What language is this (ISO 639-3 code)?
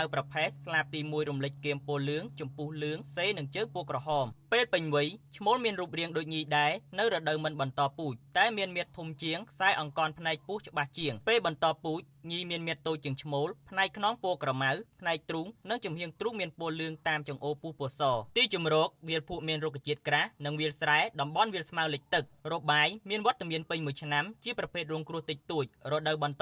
khm